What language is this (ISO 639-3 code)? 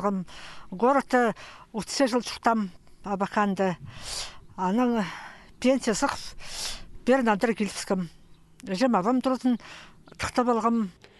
kjh